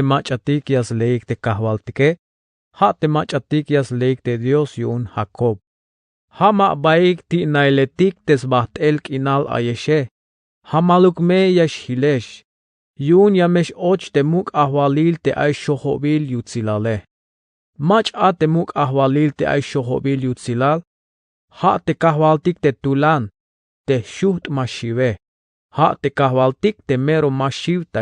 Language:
Tzeltal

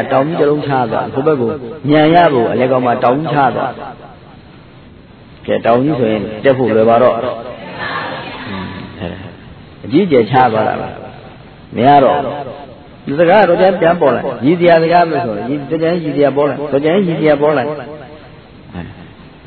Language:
Burmese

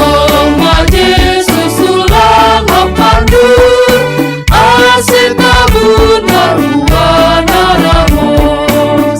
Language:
Batak Simalungun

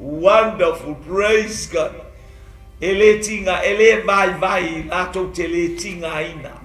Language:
Samoan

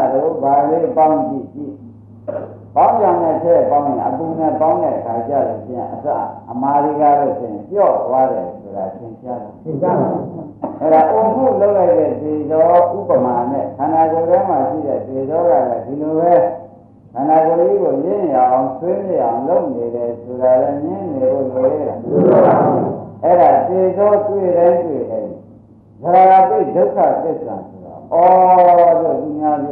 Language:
Burmese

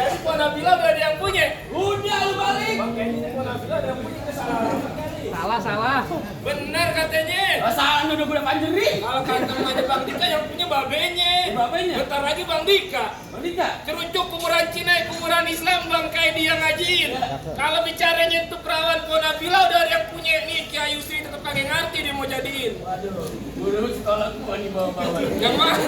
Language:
Betawi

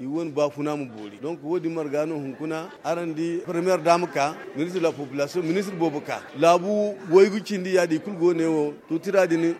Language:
Zarma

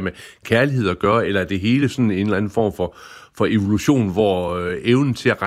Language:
Danish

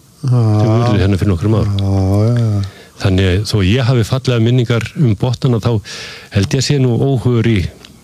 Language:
Icelandic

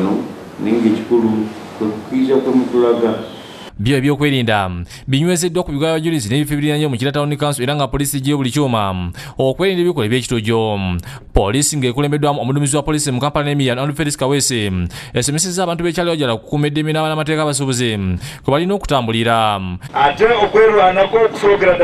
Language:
Ganda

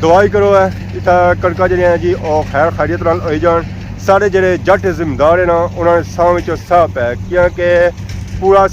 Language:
Pahari-Potwari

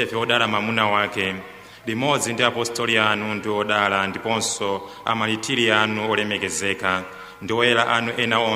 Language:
Nyanja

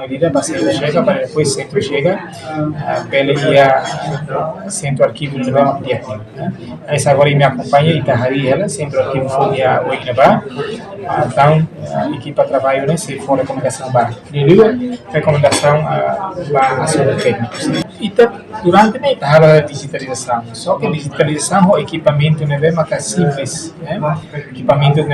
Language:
Tetum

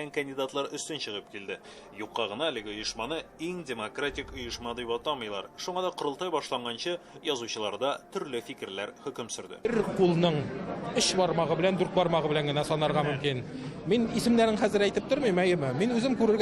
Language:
Tatar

